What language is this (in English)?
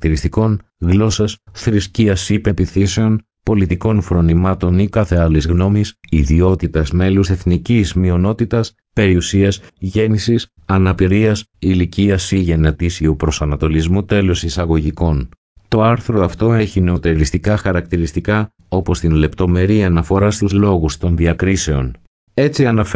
Greek